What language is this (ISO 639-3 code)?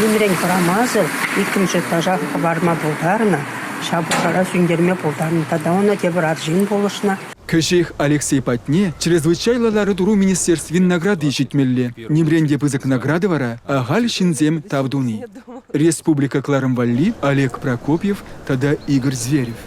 chv